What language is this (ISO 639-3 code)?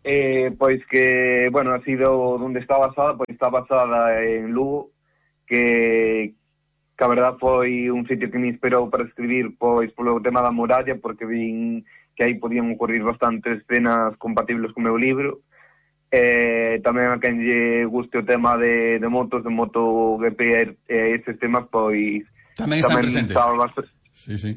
glg